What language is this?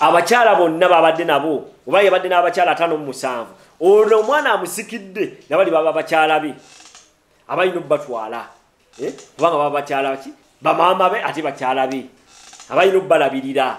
Ganda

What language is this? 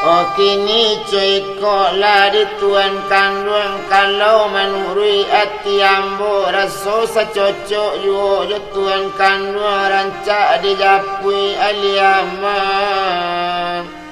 Minangkabau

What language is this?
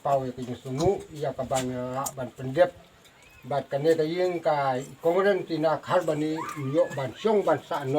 Khasi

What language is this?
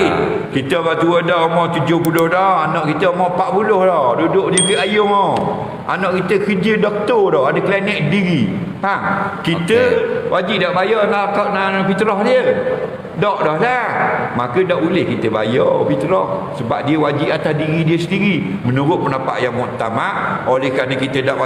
Malay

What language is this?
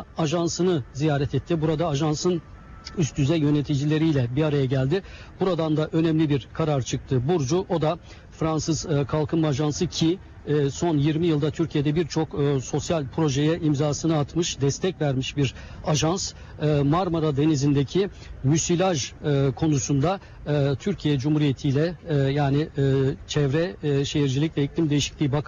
Turkish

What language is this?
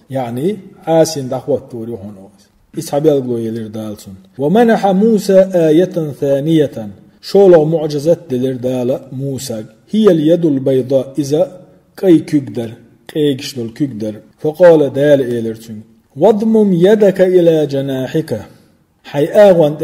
Chechen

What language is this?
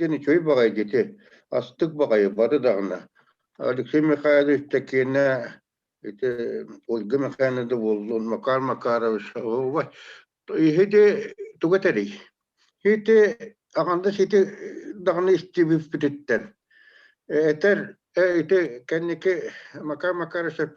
Yakut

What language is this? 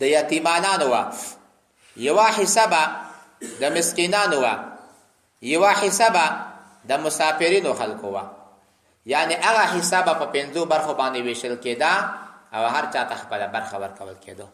Pashto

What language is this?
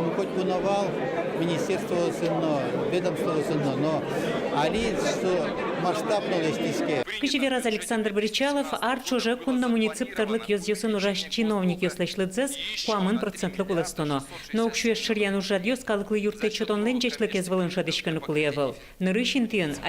Udmurt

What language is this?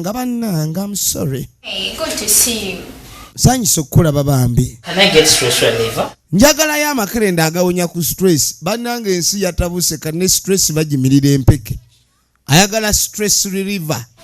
Ganda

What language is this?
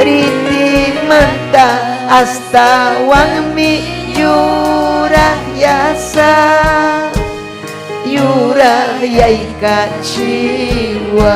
Ayacucho Quechua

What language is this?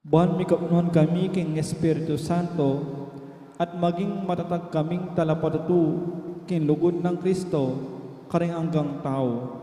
Pampanga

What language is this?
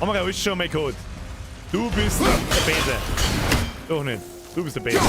Bavarian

